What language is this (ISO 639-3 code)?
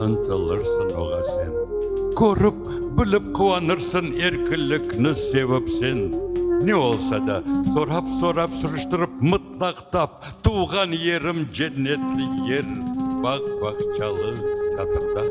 crh